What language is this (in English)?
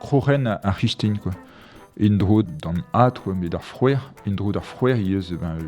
Breton